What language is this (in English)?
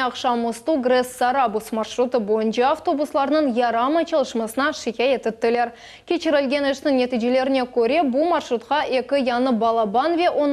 Crimean Tatar